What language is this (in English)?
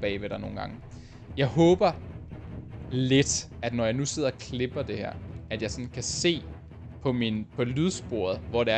Danish